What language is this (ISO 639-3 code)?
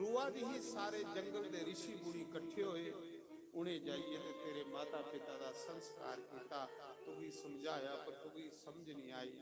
doi